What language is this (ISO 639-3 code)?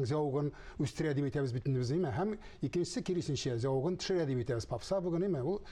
tat